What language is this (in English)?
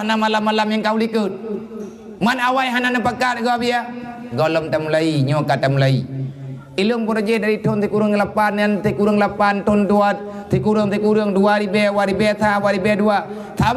Achinese